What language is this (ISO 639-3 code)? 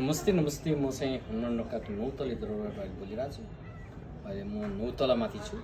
nep